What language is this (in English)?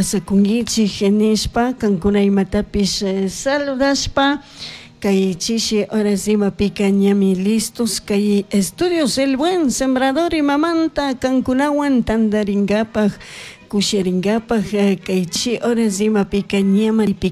Chimborazo Highland Quichua